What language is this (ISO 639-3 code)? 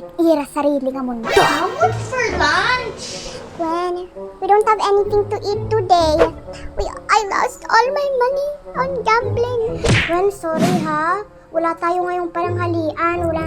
war